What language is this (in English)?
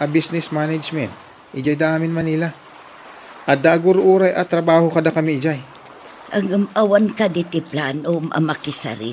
Iloko